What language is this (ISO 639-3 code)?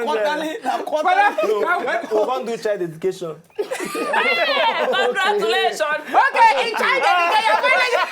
pcm